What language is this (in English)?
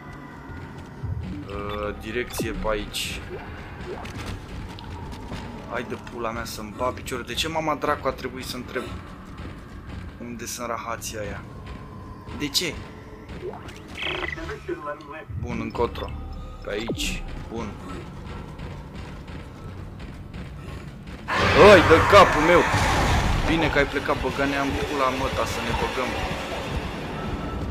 Romanian